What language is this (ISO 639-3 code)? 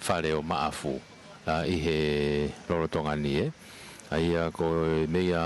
ton